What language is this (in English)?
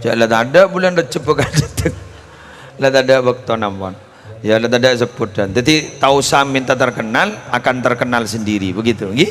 Madurese